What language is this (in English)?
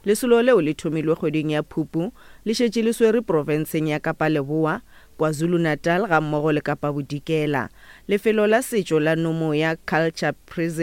Northern Sotho